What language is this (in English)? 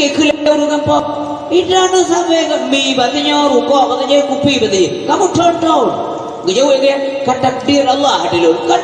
Achinese